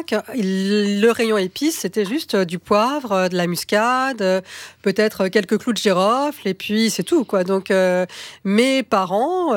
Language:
French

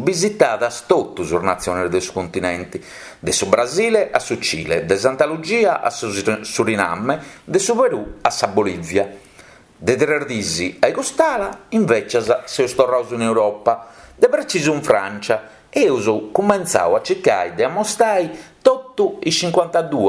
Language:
Sardinian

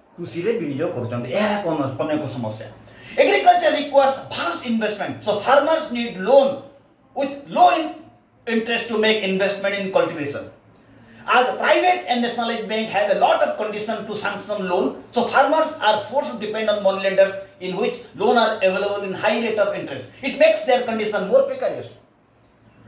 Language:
Odia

